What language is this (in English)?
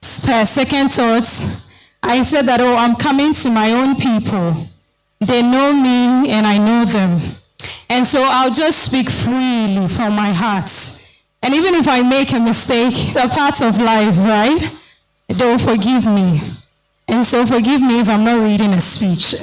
Ewe